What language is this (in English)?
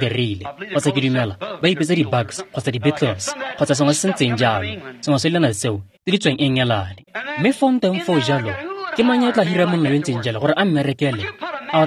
Tswana